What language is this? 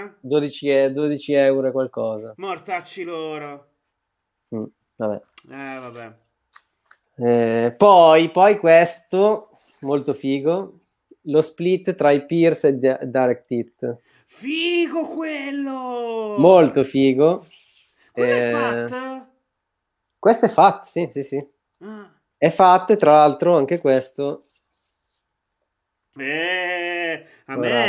Italian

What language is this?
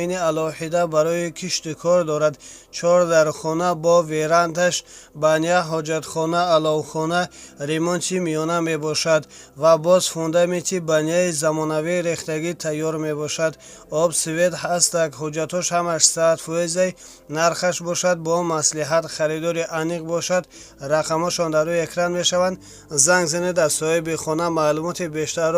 Tajik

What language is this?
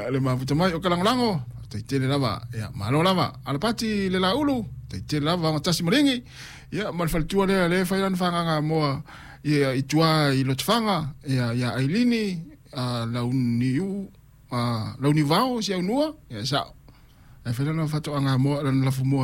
Samoan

